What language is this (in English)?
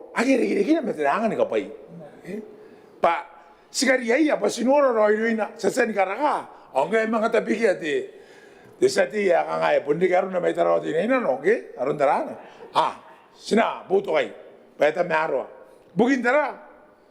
Gilbertese